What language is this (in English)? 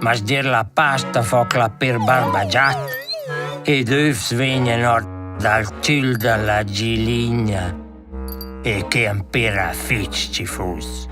Romansh